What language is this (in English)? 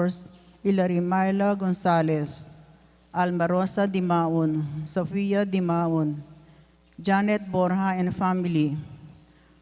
Pampanga